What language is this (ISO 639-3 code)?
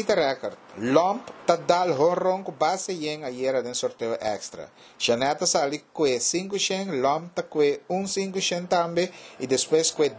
pap